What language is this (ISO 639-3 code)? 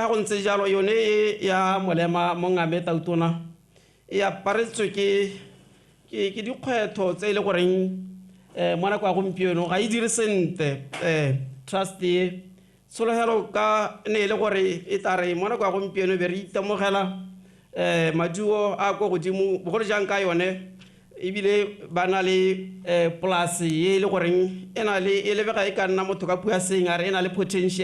tsn